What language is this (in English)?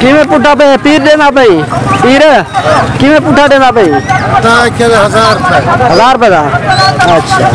Saraiki